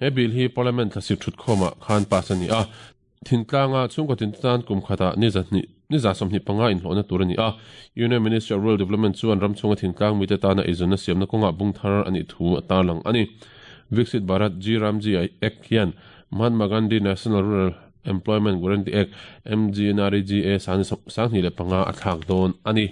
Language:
Mizo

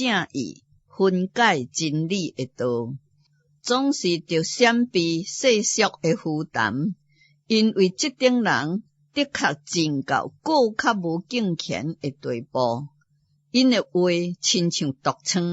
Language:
Min Nan Chinese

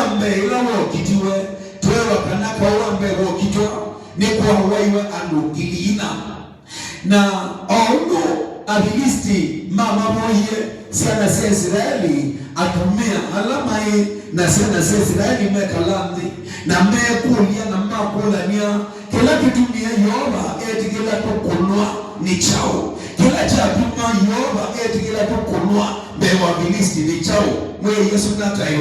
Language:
Kamba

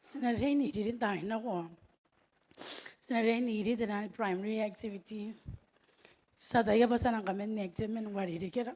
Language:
Gilbertese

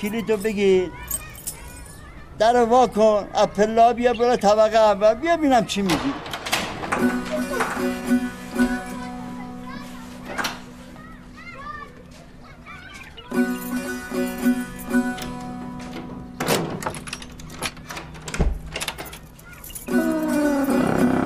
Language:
Persian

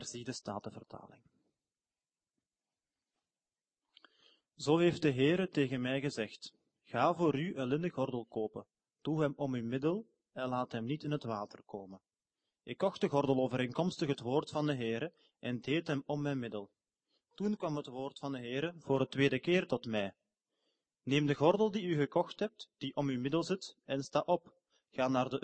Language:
Dutch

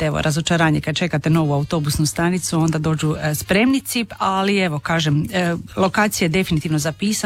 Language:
Croatian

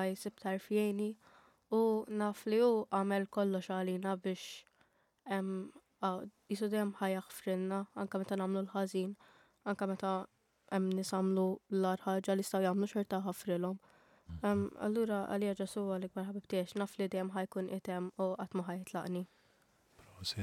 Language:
Maltese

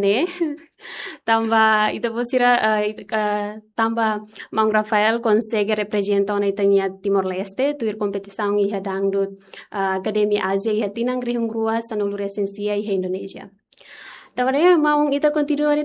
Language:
Tetum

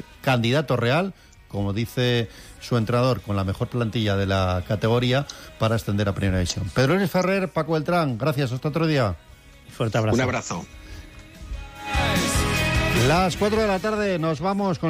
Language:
Spanish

